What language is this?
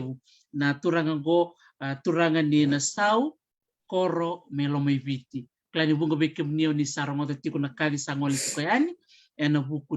Fijian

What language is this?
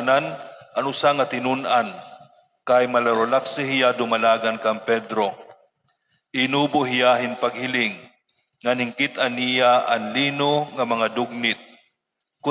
Waray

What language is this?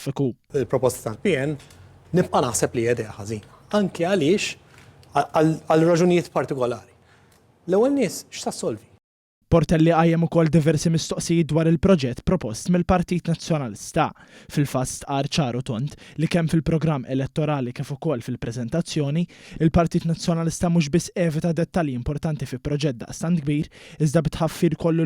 Maltese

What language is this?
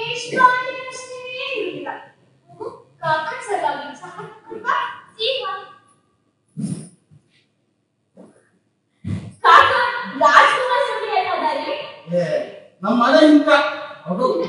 Kannada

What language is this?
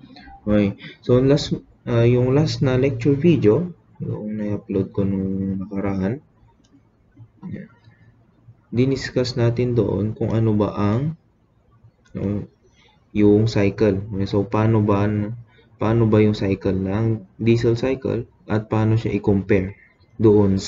Filipino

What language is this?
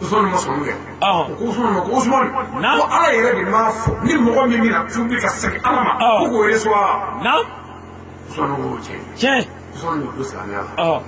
Bambara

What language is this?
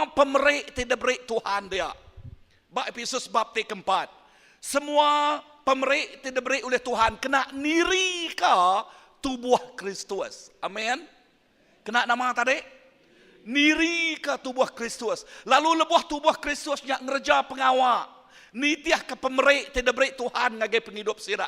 Iban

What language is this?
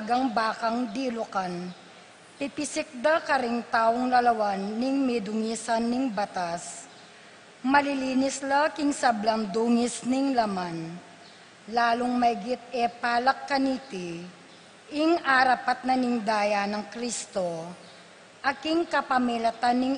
Pampanga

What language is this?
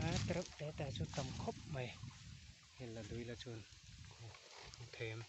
Mizo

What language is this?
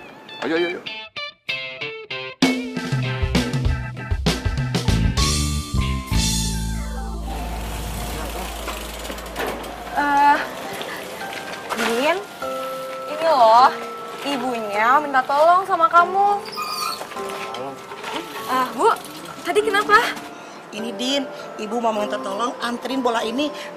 Indonesian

